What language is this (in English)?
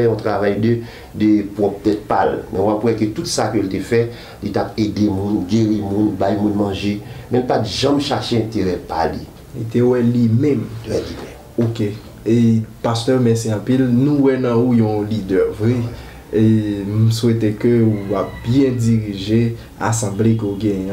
Haitian Creole